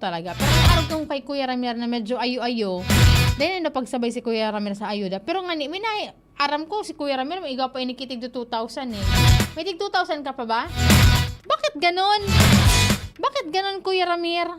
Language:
Bikol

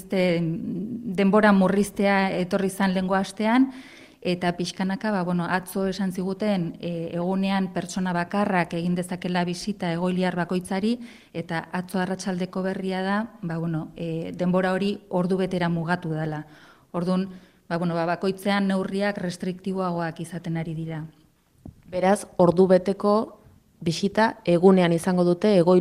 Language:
Basque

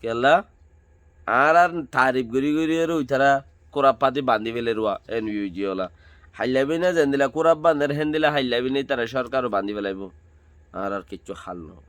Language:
Rohingya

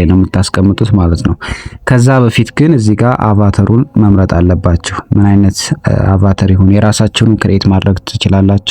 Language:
Amharic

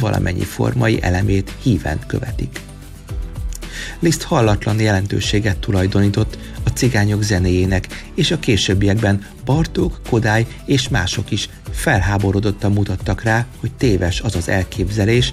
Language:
Hungarian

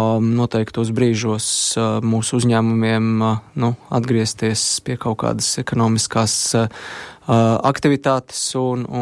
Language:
Latvian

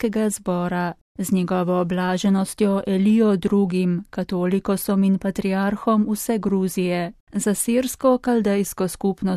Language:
Slovenian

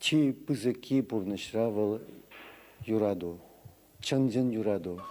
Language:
Chuvash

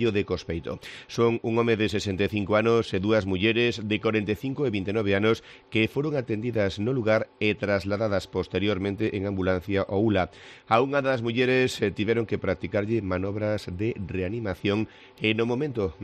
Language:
Galician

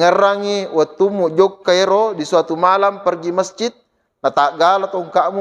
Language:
Buginese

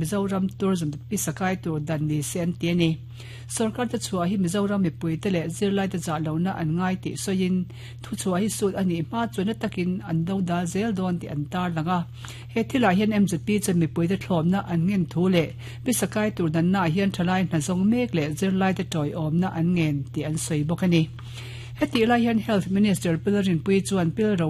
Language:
Mizo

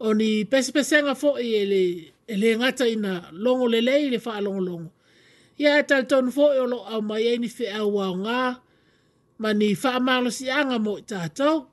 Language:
Samoan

